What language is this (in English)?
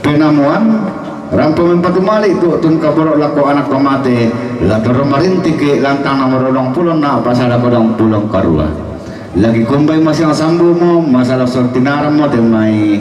Toraja-Sa'dan